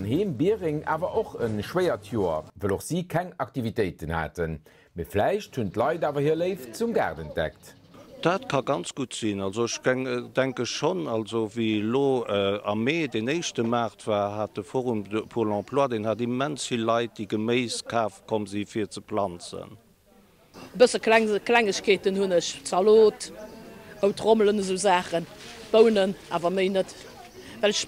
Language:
Luxembourgish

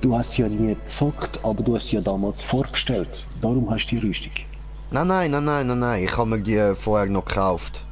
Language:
Swiss German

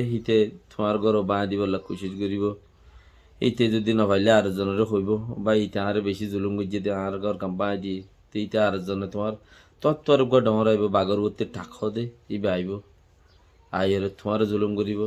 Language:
Rohingya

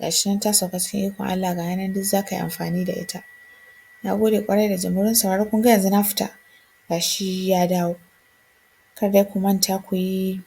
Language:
Hausa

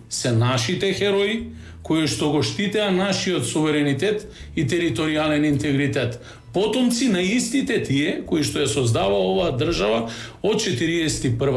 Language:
Macedonian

